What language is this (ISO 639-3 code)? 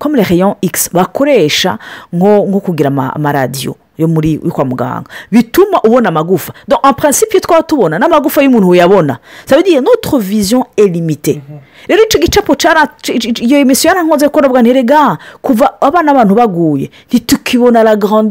run